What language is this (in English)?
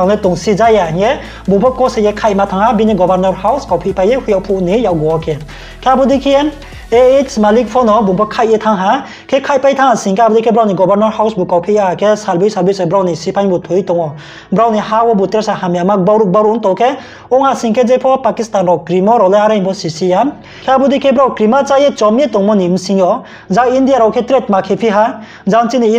Riang (India)